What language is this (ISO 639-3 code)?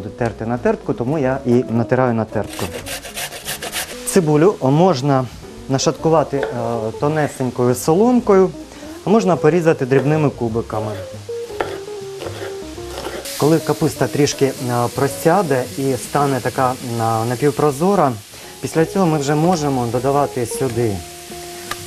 ukr